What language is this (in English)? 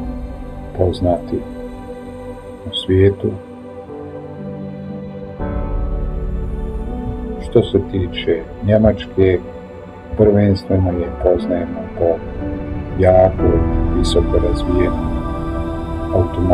Croatian